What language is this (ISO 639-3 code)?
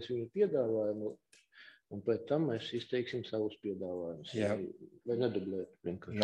lav